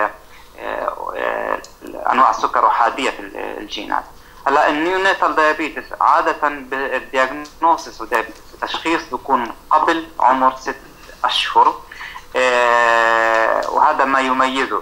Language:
South Levantine Arabic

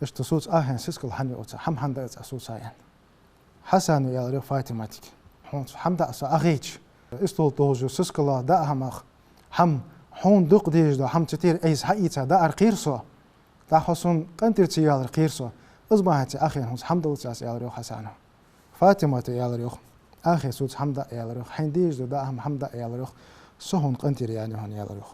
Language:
Ingush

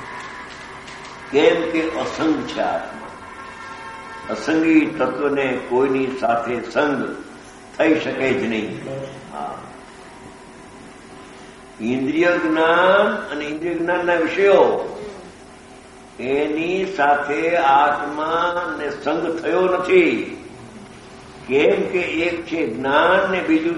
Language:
Gujarati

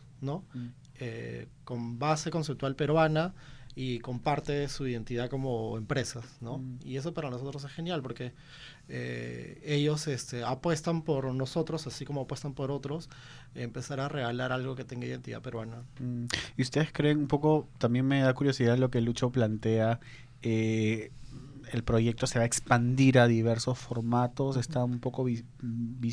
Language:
Spanish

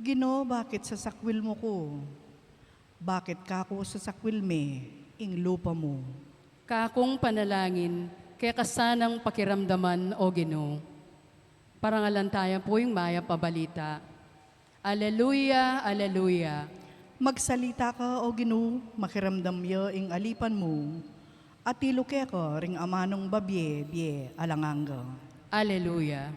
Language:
Pampanga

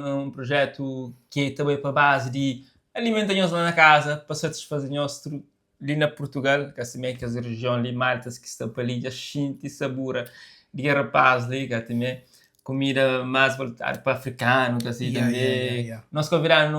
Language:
Kabuverdianu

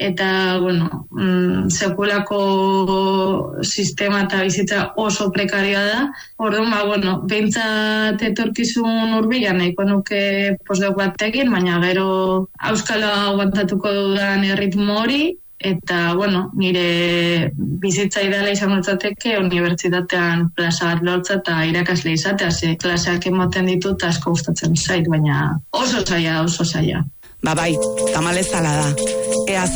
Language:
Basque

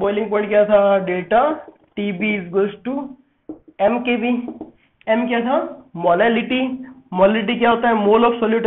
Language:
Hindi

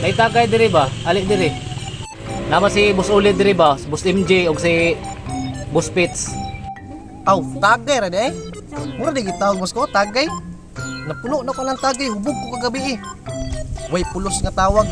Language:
Cebuano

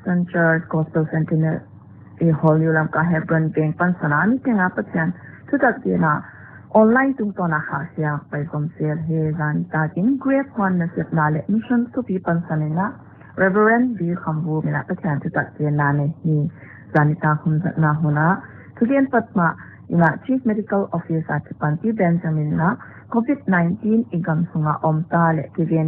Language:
Paite Chin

